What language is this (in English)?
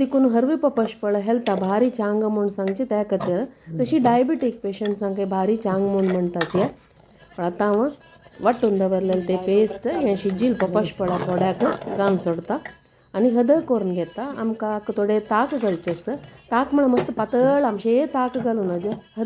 Konkani